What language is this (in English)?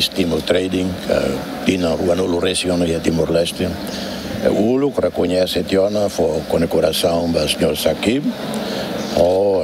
Tetum